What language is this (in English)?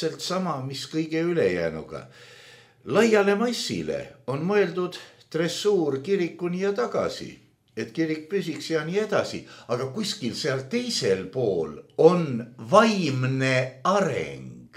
Estonian